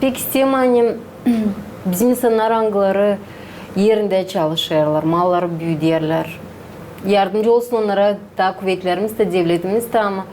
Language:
Gagauz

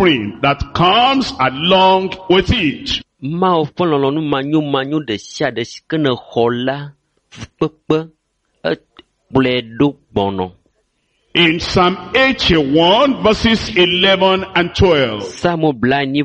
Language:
Ewe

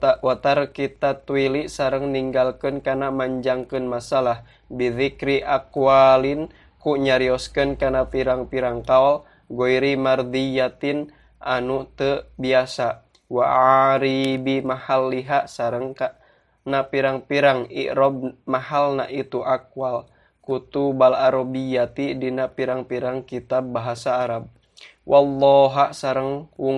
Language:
Sundanese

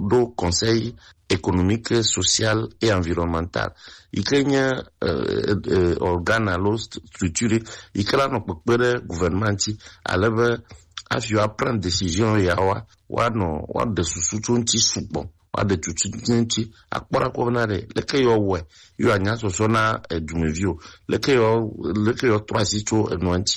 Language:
Gen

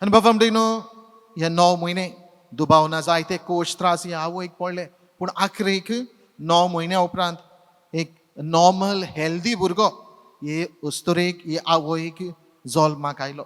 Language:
Konkani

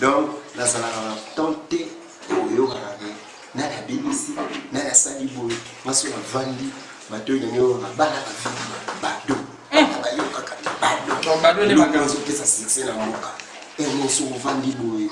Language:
Lingala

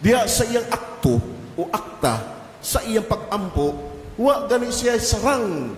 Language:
Cebuano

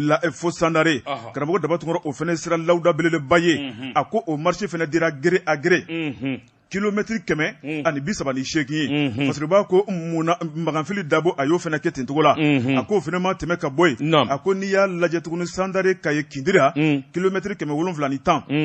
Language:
Bambara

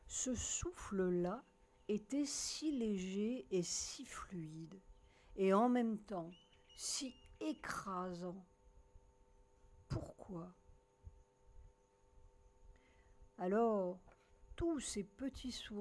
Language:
French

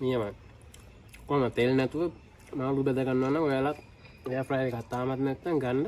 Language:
Sinhala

